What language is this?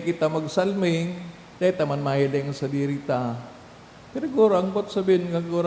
Bikol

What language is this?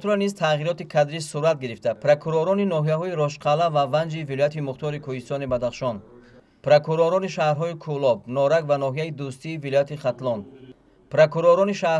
Tajik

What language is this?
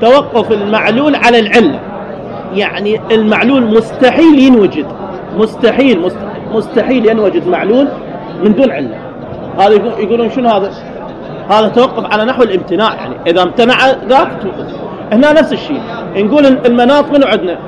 Mesopotamian Arabic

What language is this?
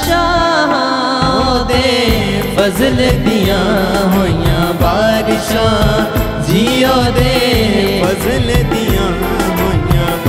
Punjabi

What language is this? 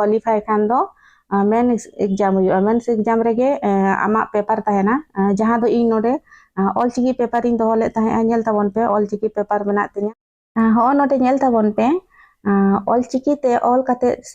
Santali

